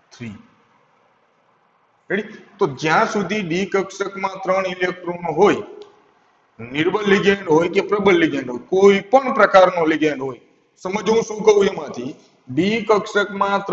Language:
Gujarati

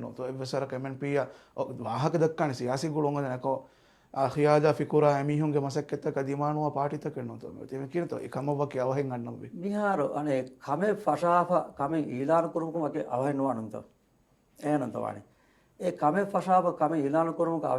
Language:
Divehi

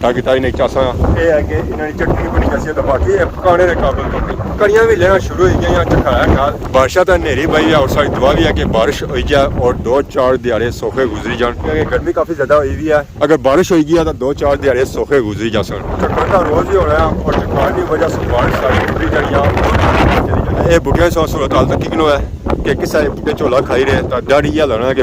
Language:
Pahari-Potwari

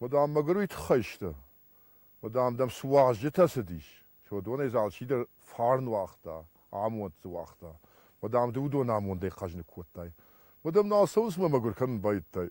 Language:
Ossetic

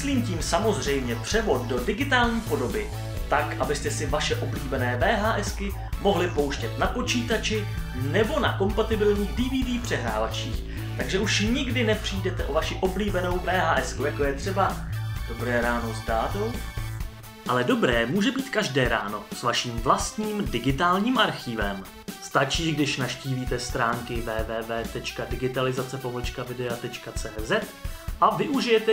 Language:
Czech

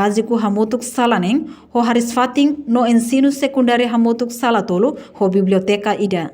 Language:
Tetum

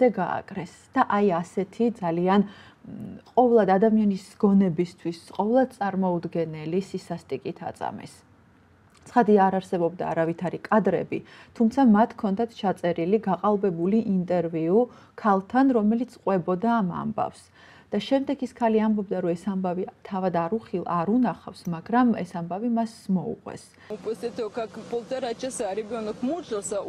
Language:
Georgian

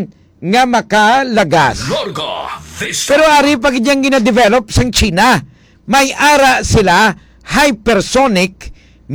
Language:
Hiligaynon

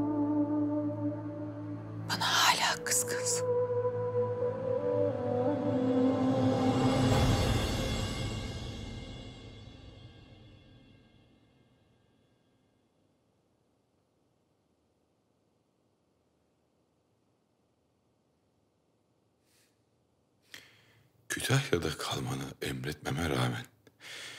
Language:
Turkish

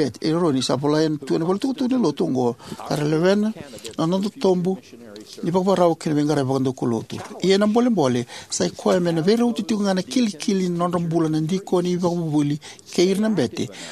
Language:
Fijian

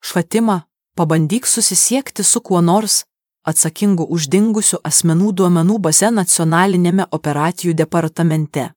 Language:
Lithuanian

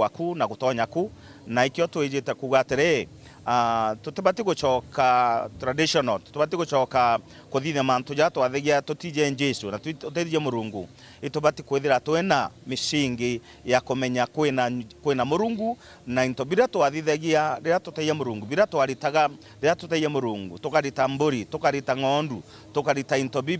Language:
Meru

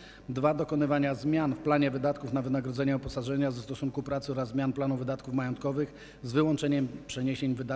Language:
Polish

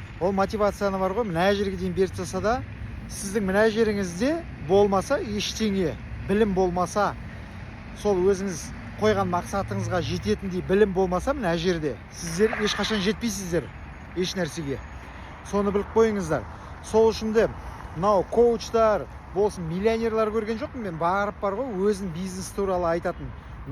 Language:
Kazakh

